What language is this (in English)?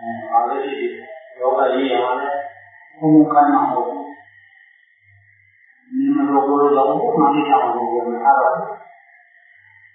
Burmese